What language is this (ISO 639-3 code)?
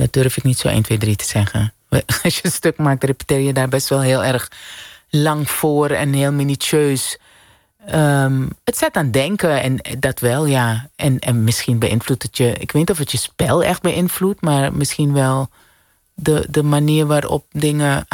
nld